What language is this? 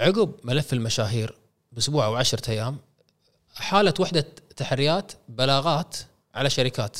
Gulf Arabic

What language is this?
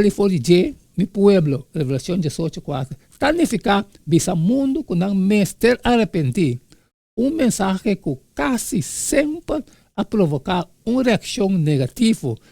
Papiamento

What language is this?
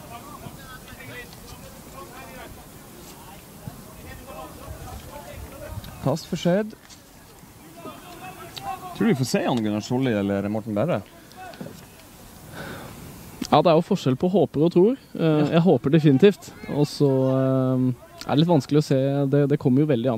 Norwegian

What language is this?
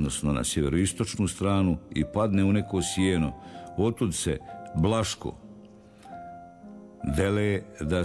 Croatian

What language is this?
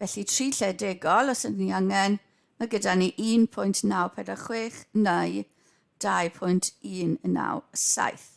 Welsh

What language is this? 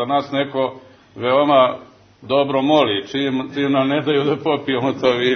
Serbian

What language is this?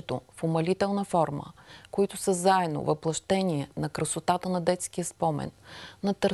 Bulgarian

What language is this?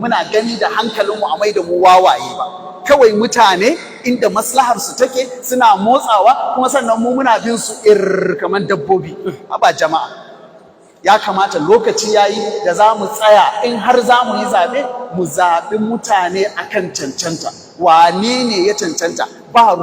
Hausa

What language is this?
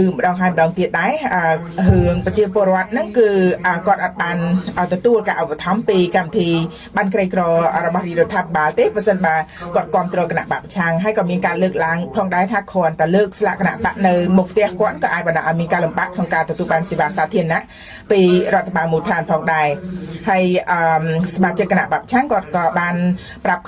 Khmer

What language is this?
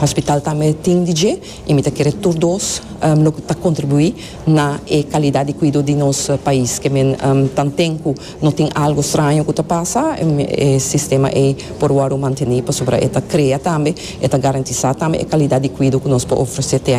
Papiamento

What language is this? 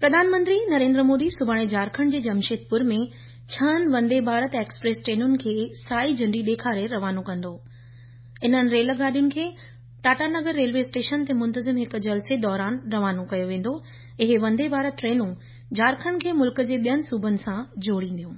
Sindhi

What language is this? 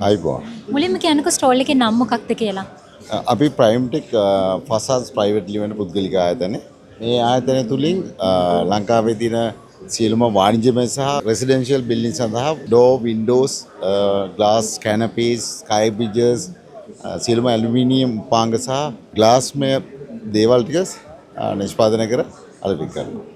Sinhala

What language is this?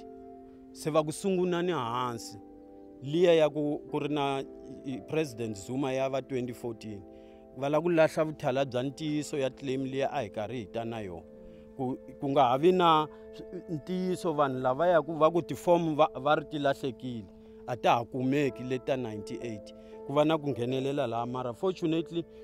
Tsonga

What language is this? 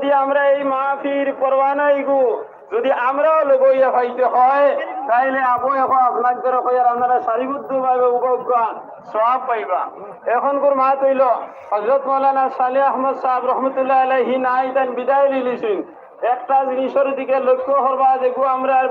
Sylheti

